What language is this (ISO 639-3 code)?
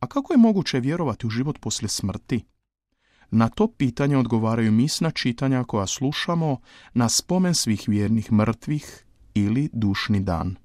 hrv